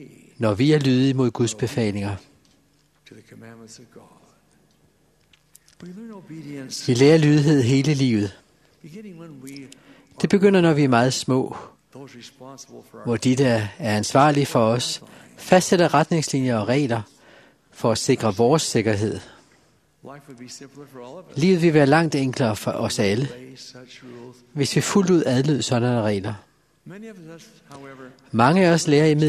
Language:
Danish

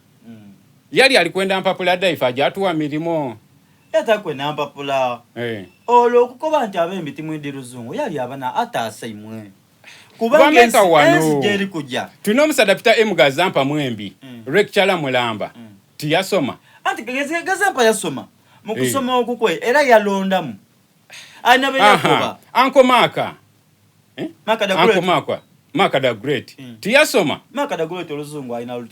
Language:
Soga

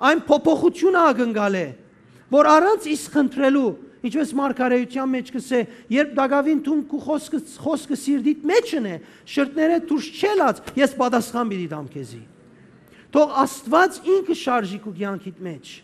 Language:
Western Armenian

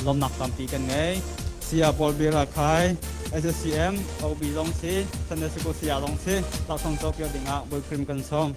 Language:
Hakha Chin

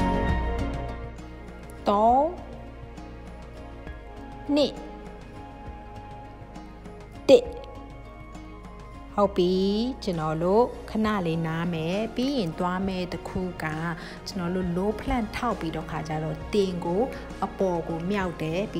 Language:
Burmese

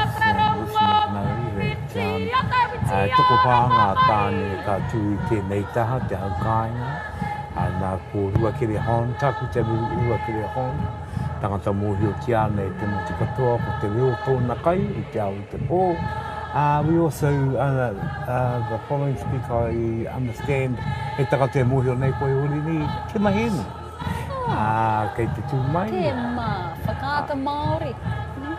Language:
Māori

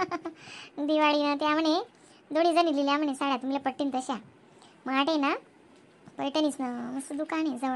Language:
Khandesi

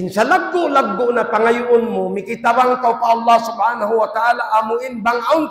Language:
Tausug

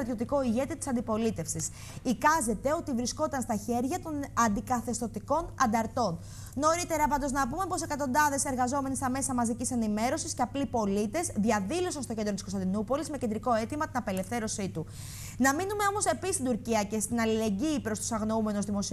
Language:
Greek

